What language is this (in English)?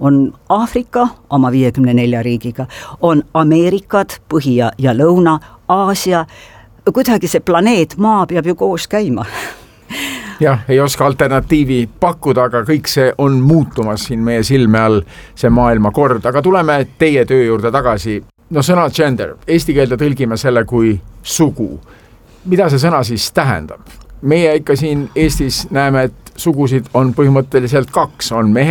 Estonian